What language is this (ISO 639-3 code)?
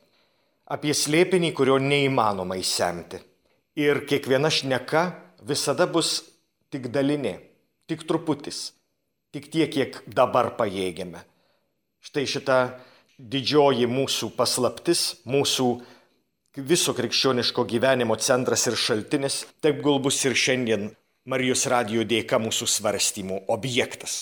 lit